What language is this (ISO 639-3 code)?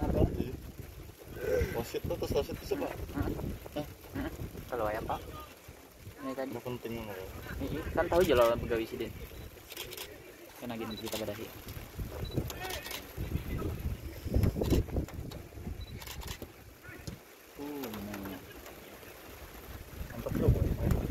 ind